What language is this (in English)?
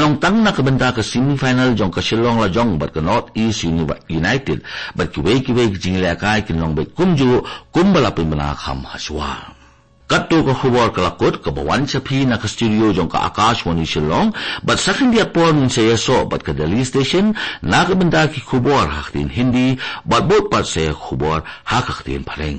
Khasi